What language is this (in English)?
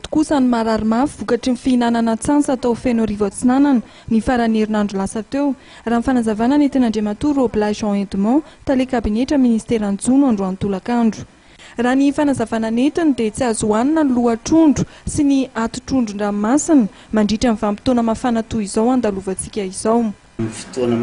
Malagasy